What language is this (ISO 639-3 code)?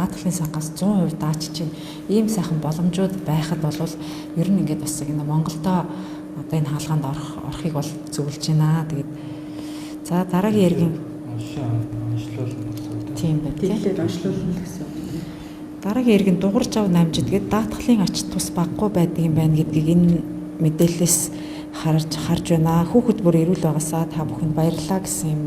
mon